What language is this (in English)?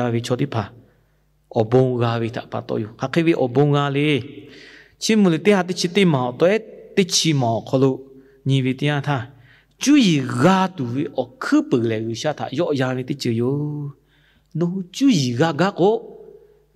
Lahu